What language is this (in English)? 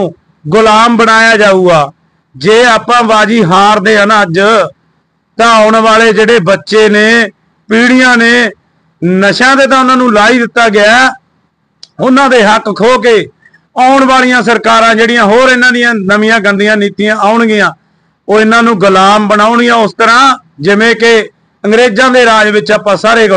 Punjabi